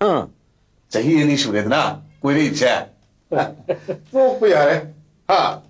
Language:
Manipuri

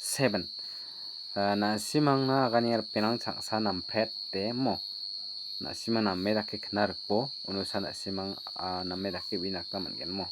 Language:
Garo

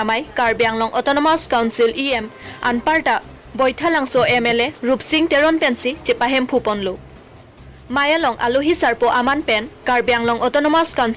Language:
Karbi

